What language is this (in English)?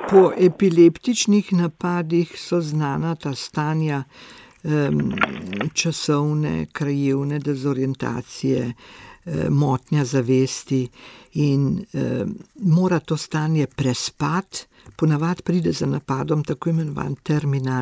Slovenian